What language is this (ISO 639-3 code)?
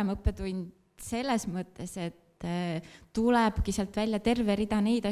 est